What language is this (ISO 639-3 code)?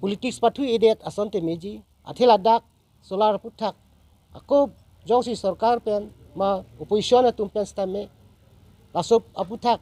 mjw